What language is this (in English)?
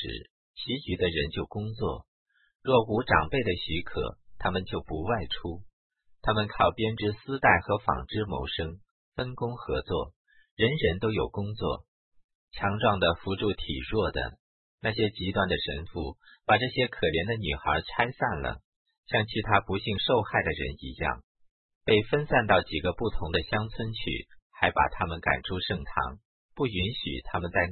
Chinese